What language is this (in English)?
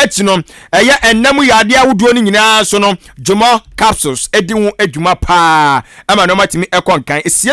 Akan